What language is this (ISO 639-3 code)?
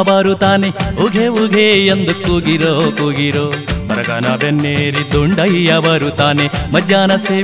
kan